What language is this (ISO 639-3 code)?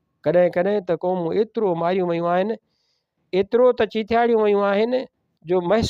snd